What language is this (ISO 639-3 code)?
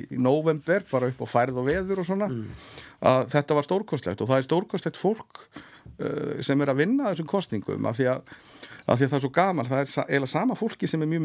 isl